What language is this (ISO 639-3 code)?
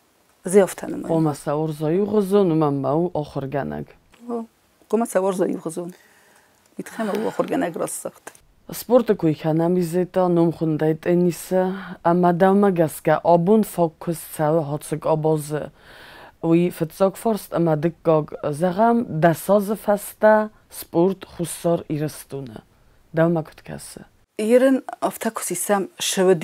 oss